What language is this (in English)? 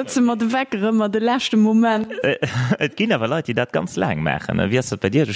Luxembourgish